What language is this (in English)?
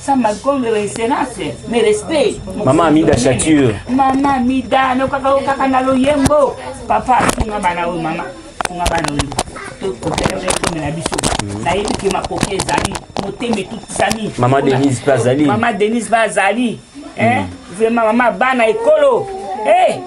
Lingala